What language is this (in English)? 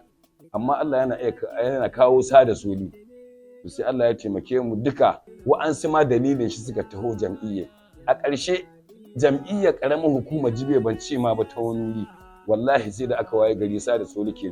Hausa